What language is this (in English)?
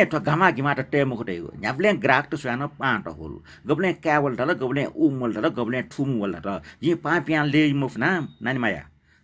Newari